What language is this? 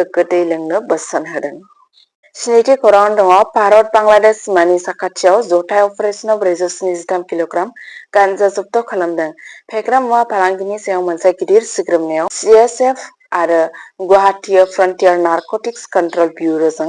Bodo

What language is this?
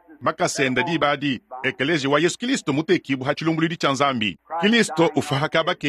Luba-Lulua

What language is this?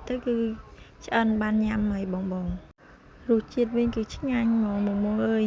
Khmer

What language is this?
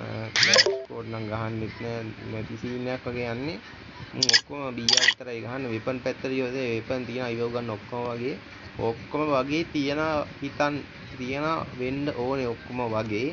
Sinhala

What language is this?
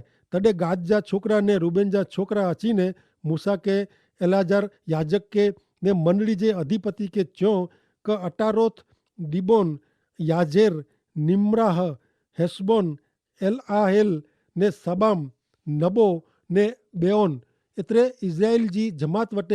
Kachhi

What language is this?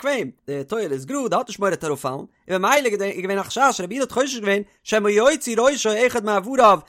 Yiddish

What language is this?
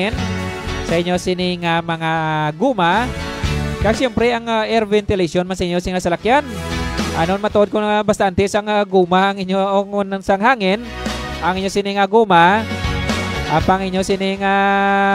Hiligaynon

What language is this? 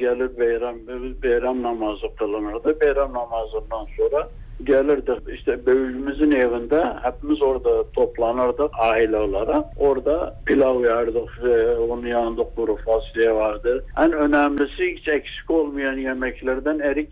Turkish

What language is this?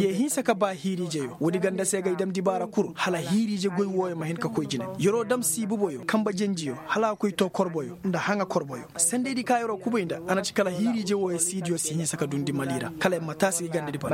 Koyraboro Senni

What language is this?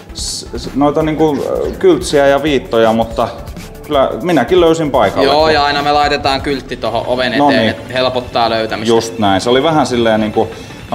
Finnish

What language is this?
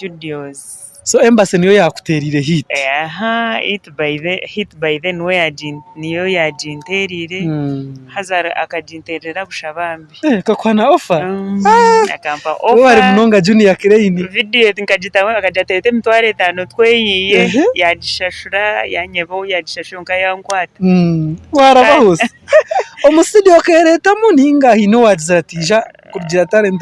Nyankole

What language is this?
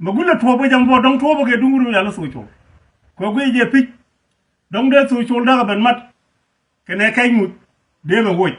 Nuer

